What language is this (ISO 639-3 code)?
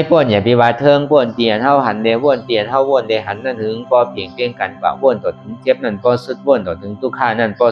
shn